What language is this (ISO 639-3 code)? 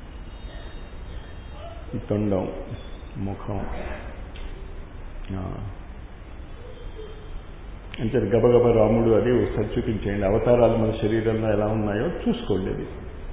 tel